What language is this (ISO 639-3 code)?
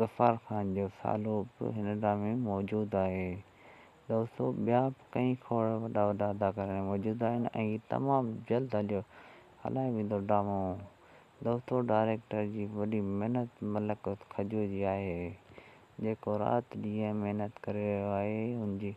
snd